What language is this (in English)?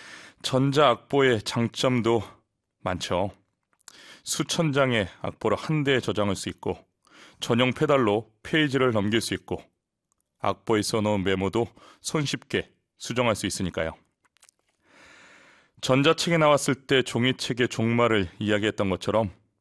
Korean